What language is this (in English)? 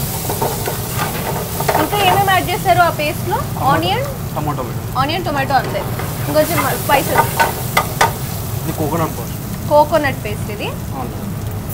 Telugu